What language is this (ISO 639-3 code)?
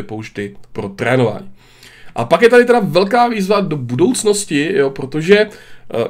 ces